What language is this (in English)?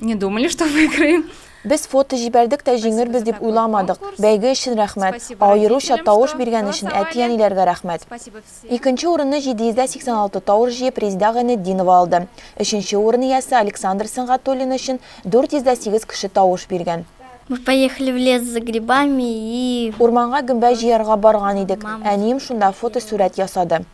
Tatar